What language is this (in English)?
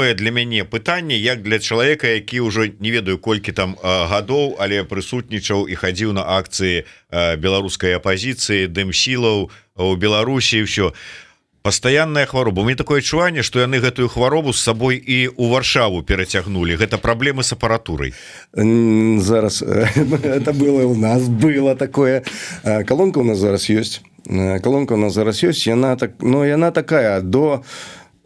Belarusian